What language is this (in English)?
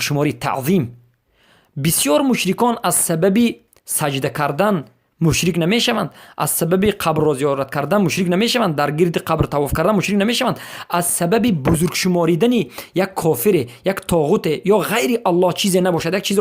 Persian